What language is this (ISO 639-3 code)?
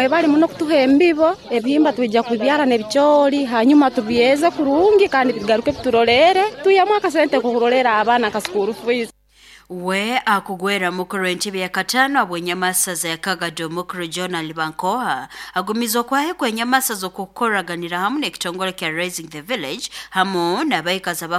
nyo